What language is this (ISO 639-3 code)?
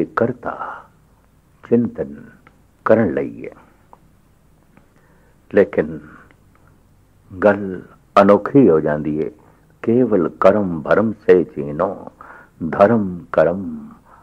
pan